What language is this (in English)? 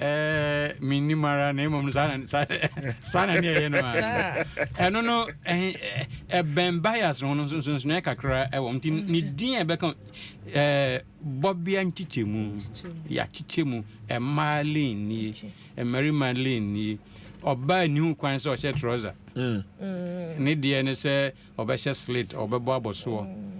Akan